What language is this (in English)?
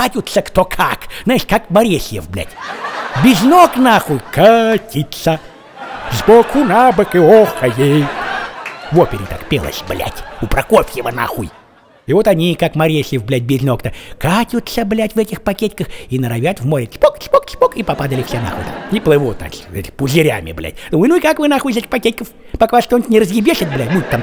Russian